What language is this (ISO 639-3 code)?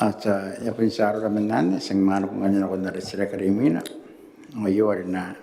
gil